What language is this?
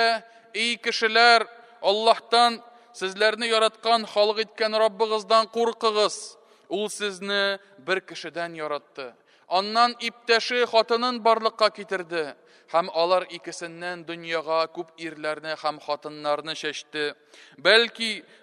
Tatar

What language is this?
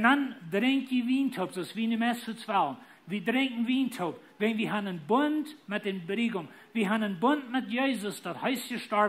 Plautdietsch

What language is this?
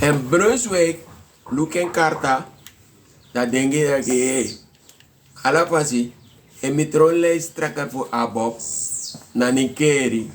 Sranan Tongo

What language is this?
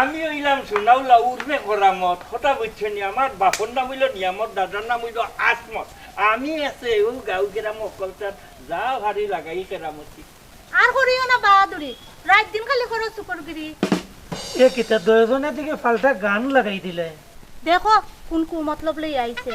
Sylheti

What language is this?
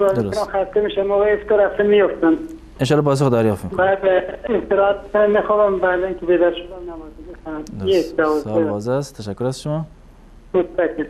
Persian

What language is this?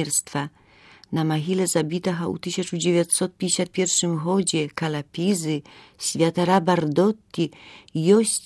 Belarusian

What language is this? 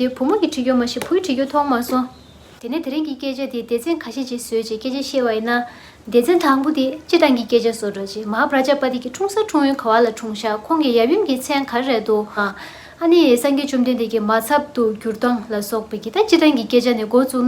Tibetan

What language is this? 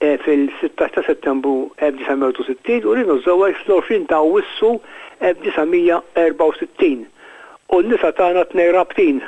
Maltese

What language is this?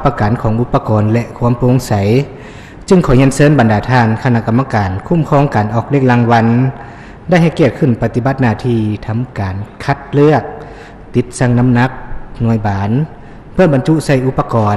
Lao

